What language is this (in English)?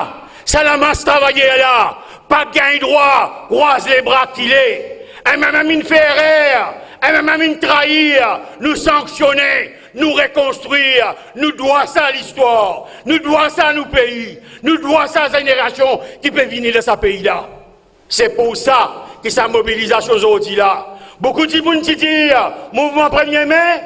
Morisyen